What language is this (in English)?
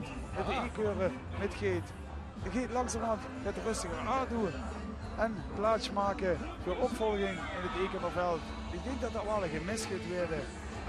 Limburgish